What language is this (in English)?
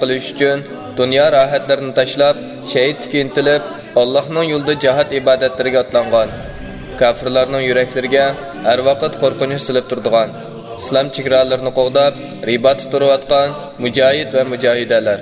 Uyghur